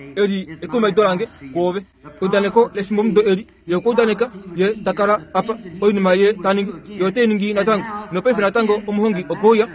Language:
Kuanyama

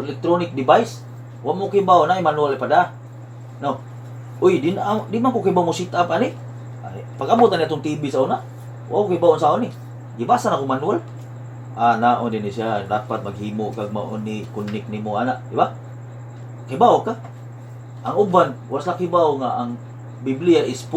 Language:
Cebuano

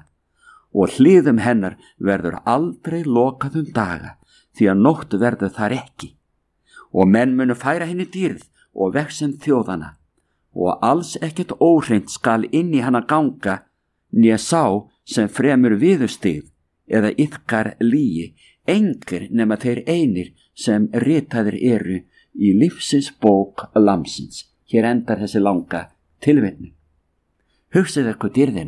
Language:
Icelandic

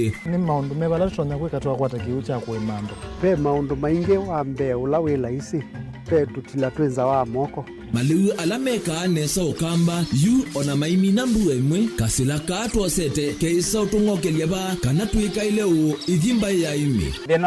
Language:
Kamba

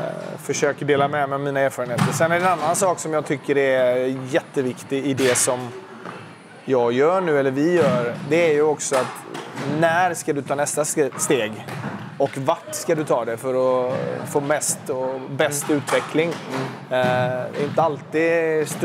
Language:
Swedish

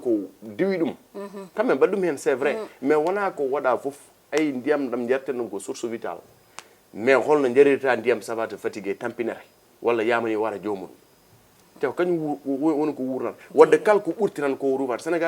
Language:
Fula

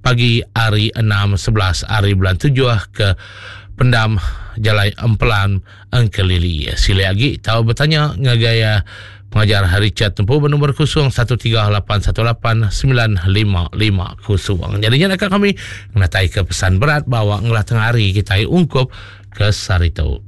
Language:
Iban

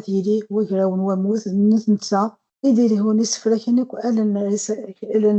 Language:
Kabyle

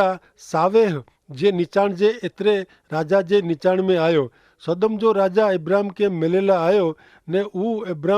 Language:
Kachhi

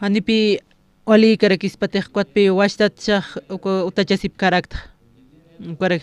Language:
Aymara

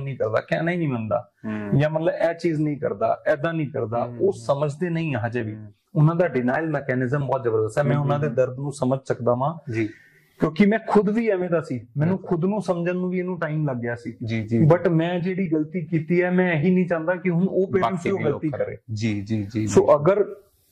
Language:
Punjabi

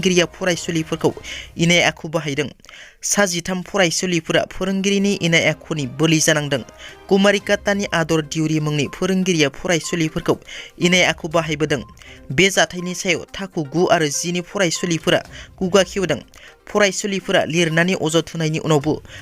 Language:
Bodo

